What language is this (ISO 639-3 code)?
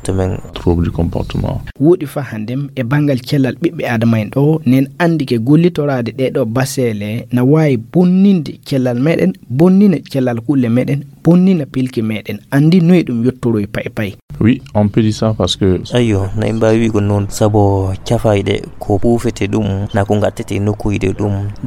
ful